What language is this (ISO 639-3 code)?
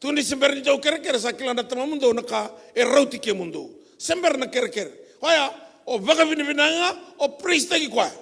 fij